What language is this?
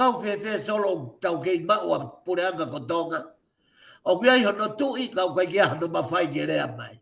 Tongan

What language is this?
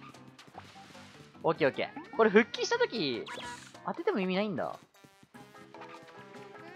Japanese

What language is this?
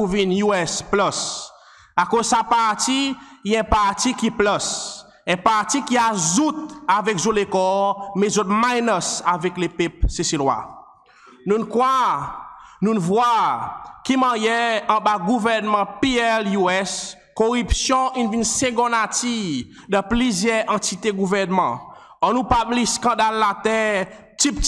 Seselwa Creole French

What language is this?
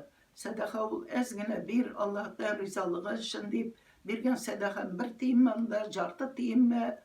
Tatar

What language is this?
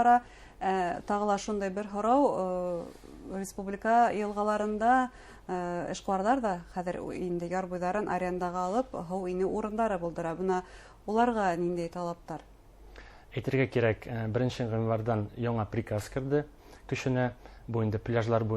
Bashkir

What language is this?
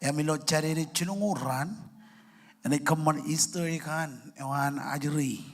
Marshallese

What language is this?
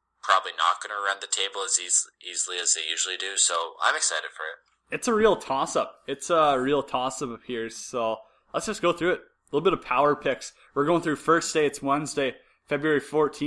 English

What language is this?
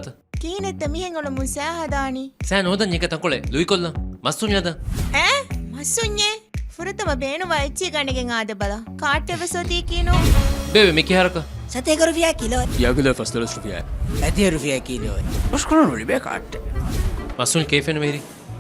Divehi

